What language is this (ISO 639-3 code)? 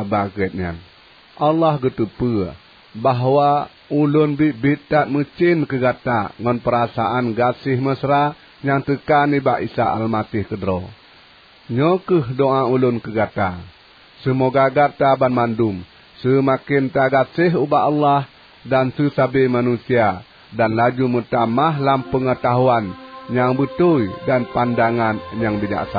ace